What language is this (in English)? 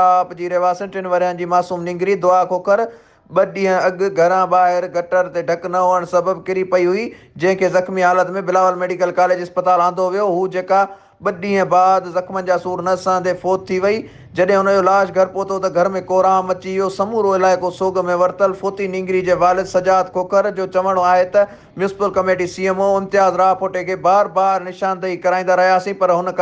Sindhi